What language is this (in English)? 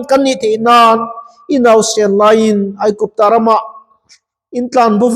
Mizo